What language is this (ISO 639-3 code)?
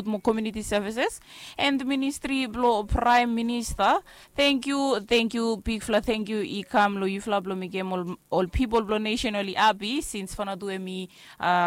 bis